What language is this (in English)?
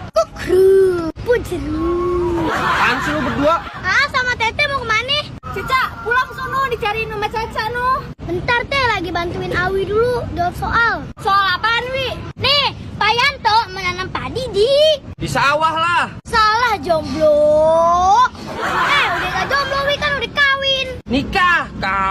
Betawi